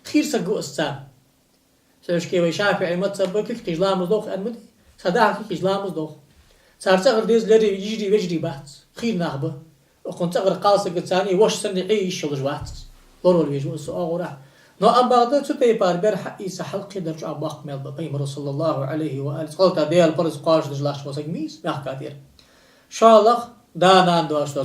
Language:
Ingush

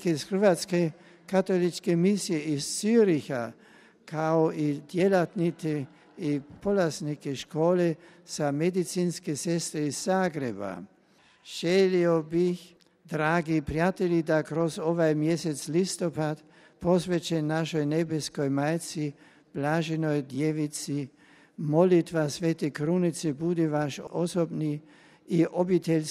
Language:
Croatian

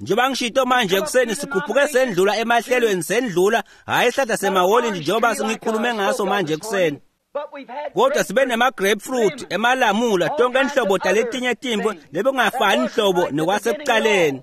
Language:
Swati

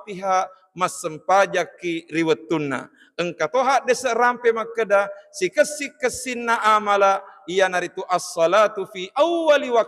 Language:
Buginese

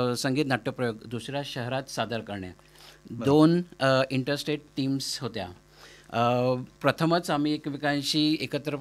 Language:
Marathi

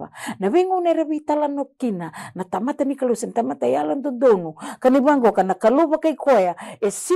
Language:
Fijian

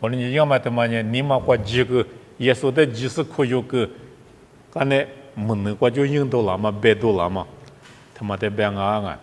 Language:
Lisu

